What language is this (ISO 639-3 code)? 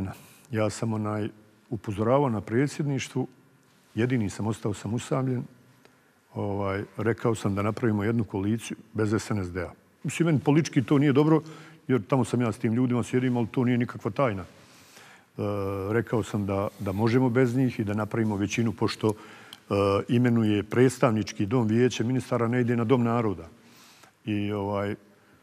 bos